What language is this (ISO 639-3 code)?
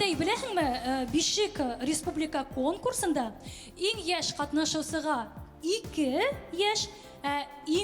bak